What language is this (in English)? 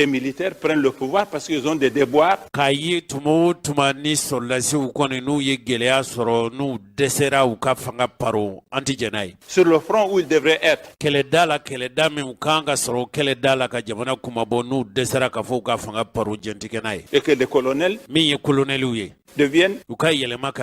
Bambara